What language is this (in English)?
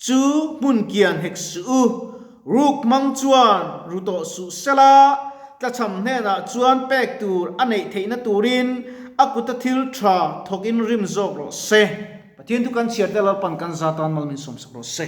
Mizo